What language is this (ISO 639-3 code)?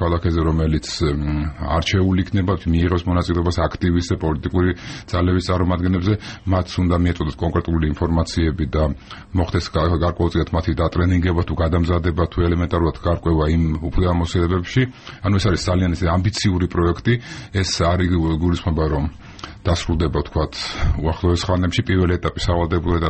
kat